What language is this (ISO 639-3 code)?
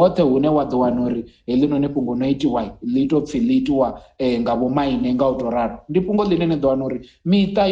ven